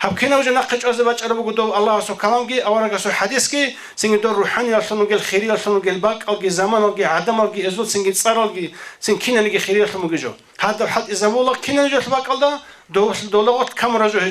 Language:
Avaric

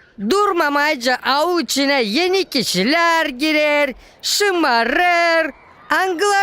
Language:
Gagauz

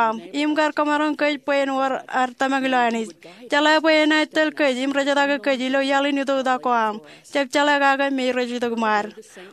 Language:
Marshallese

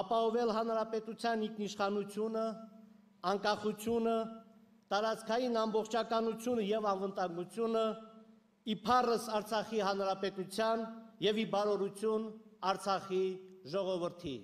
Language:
Armenian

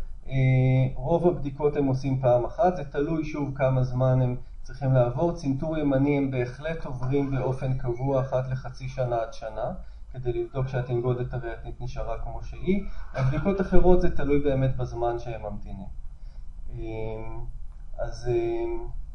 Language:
Hebrew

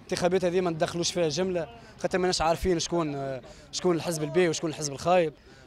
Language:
Tunisian Arabic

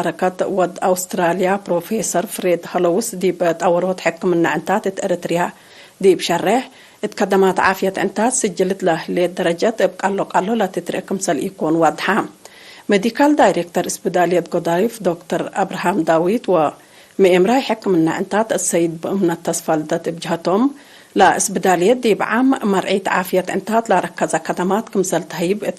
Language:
Tigre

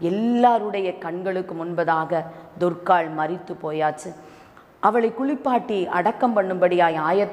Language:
Tamil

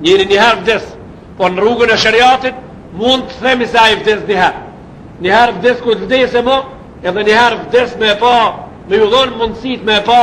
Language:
Albanian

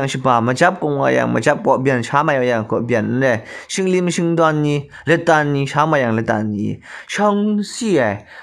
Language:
Kachin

